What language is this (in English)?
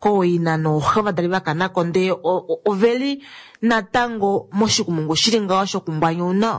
Kuanyama